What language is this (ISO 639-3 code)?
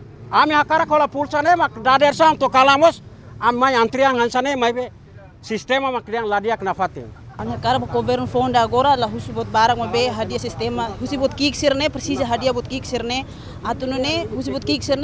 tet